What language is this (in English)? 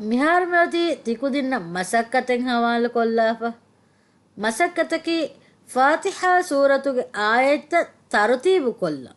Divehi